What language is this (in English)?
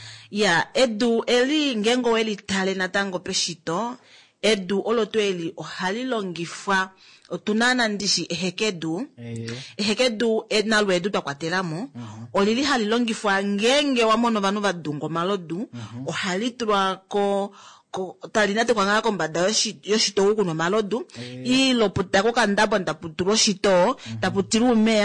Kuanyama